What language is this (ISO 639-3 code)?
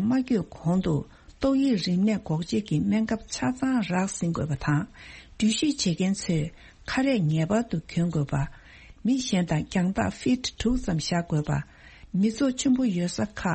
bod